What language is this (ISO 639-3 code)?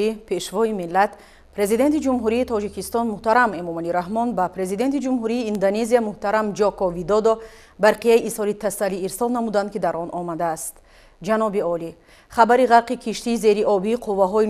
tgk